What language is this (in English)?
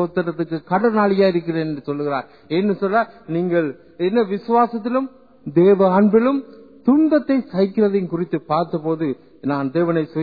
Tamil